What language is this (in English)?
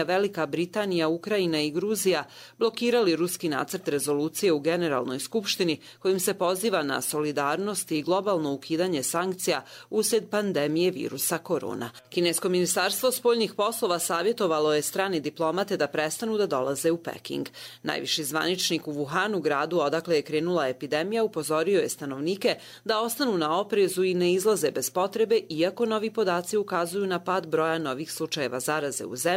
Croatian